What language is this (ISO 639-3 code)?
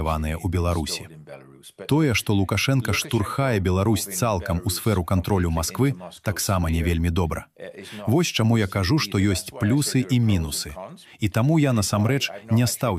bel